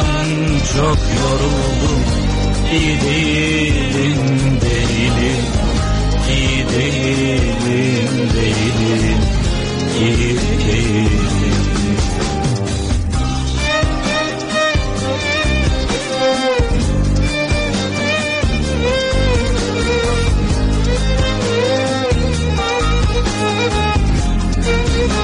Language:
Turkish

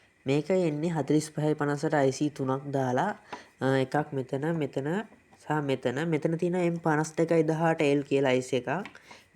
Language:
Sinhala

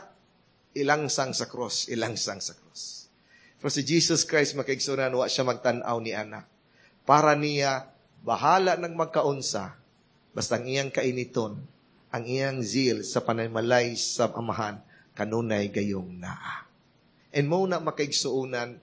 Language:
Cebuano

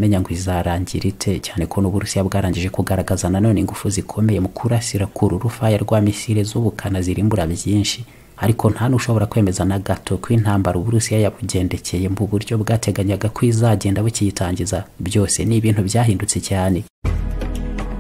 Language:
Kinyarwanda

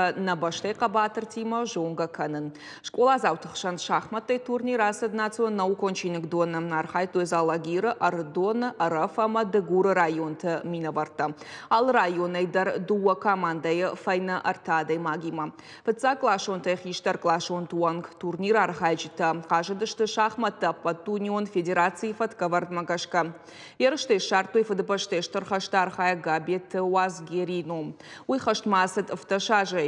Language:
Ossetic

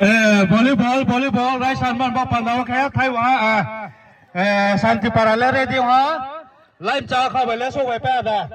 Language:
Riang (India)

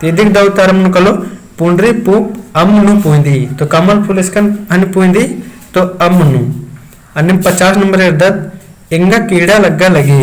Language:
Kurukh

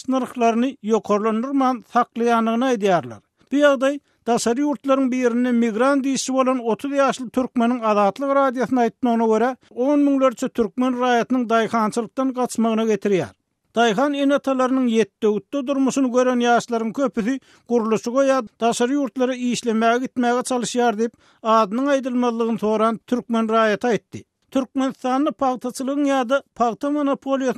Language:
Turkmen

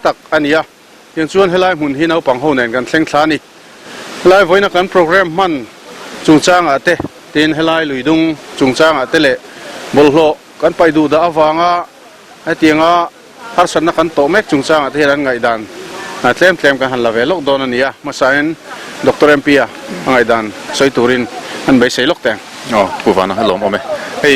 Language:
Mizo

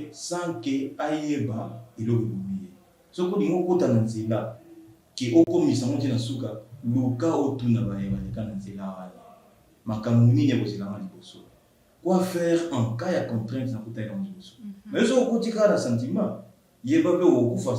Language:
Lingala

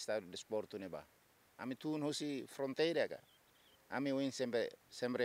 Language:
Tetum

